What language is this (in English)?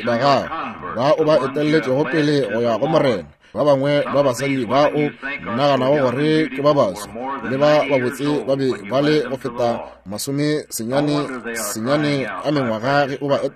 Northern Sotho